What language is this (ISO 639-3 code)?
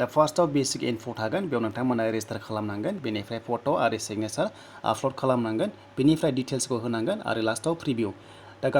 brx